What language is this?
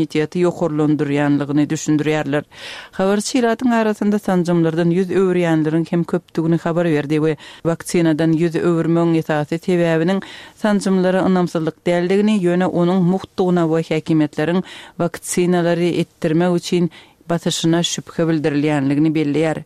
Turkmen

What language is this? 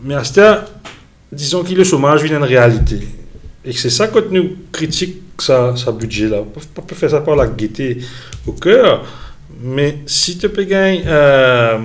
Morisyen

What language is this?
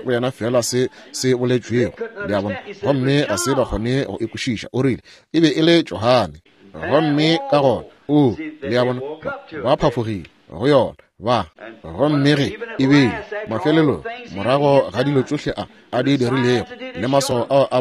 Northern Sotho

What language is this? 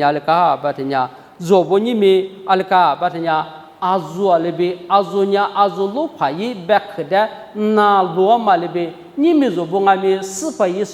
Lisu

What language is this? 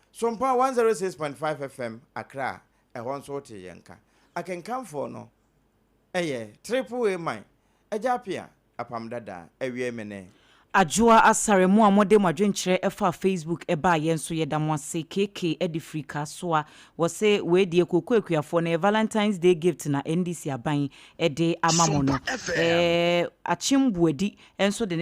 Akan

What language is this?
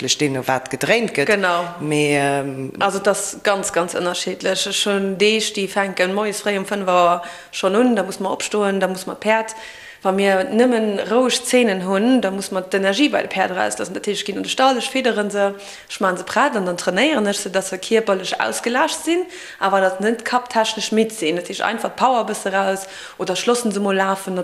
Luxembourgish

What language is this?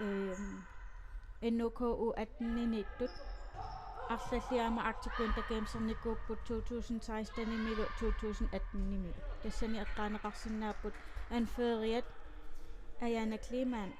Kalaallisut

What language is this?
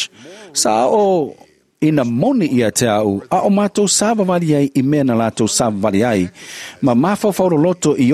Samoan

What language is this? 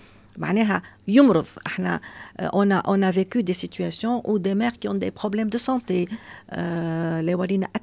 Tunisian Arabic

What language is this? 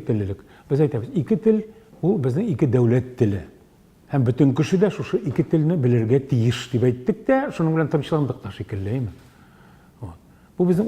Tatar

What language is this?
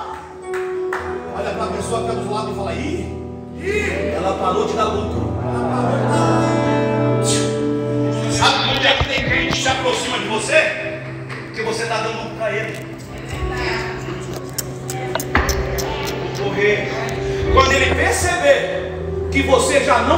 Portuguese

